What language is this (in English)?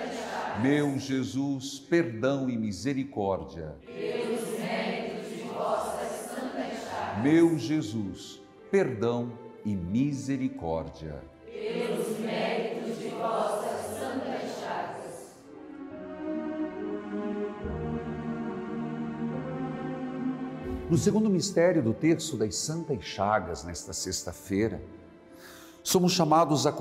Portuguese